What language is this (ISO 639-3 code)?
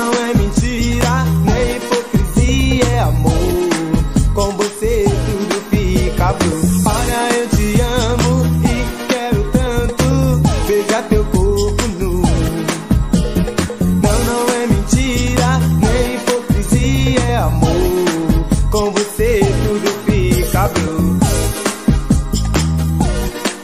por